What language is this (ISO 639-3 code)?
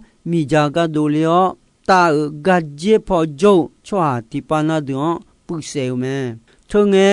ahk